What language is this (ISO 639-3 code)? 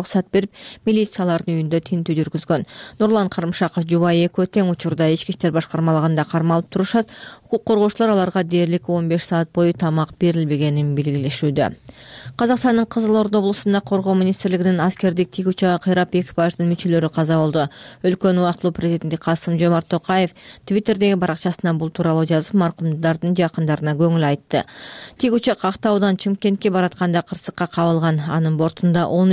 kir